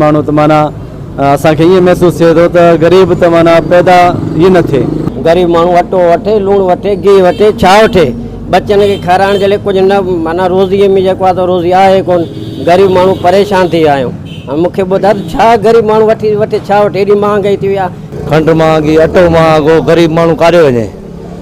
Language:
Sindhi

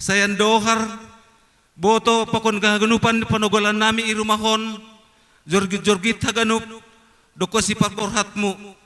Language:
Batak Simalungun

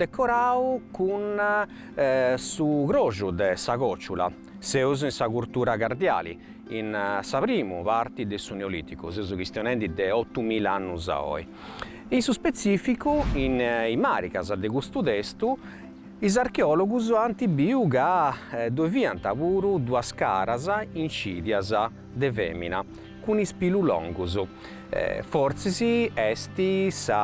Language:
Sardinian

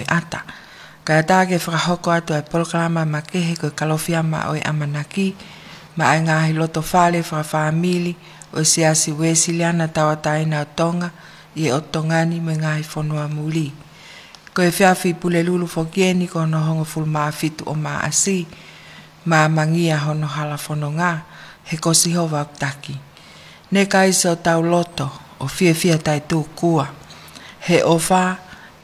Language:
Tongan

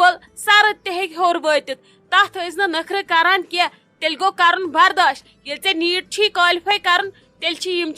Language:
Kashmiri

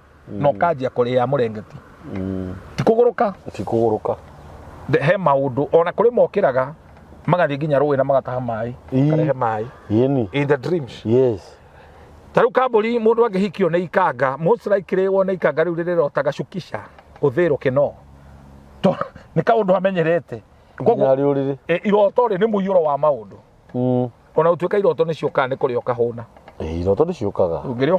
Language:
Kikuyu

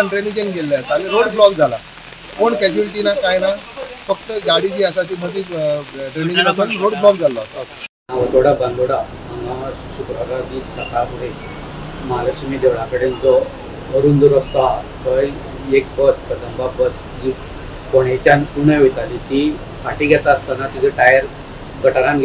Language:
Konkani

